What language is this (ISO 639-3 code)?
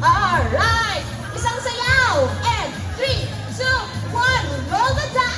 hil